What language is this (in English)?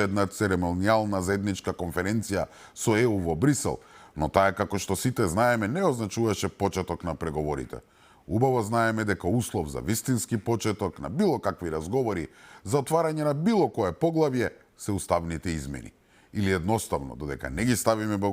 Macedonian